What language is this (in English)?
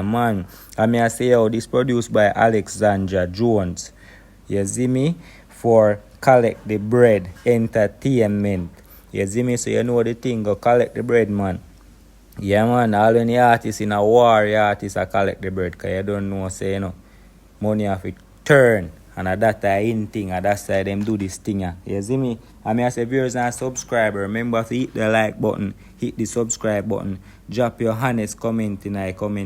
Jamaican Creole English